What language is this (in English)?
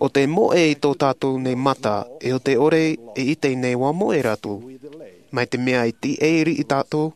Tahitian